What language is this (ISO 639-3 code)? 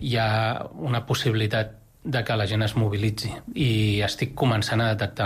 cat